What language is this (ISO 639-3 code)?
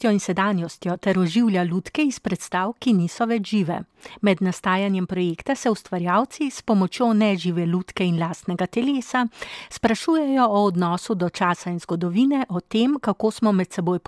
slv